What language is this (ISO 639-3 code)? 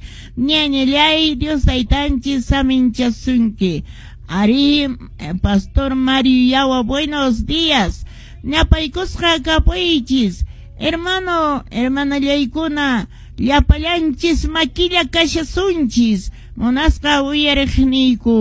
que